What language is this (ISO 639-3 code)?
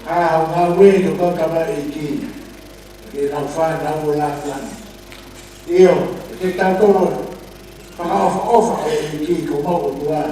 ton